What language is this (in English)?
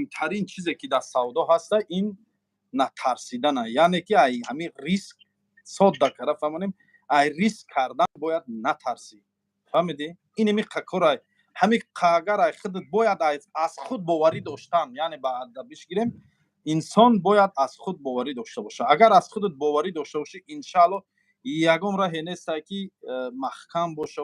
Tajik